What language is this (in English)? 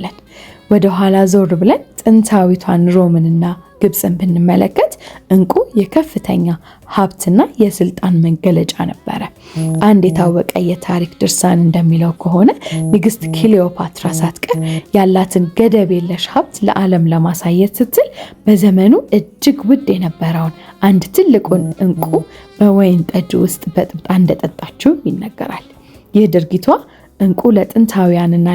Amharic